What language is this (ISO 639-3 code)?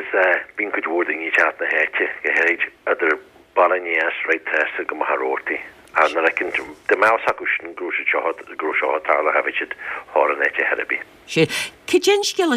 gle